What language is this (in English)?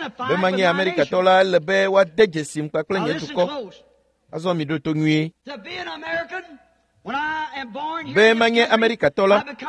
Ewe